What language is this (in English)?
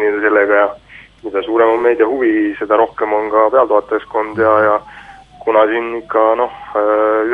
Estonian